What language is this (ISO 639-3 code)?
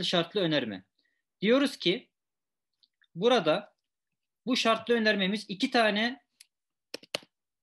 tur